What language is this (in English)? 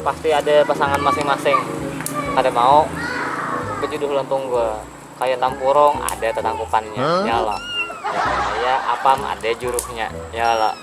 Banjar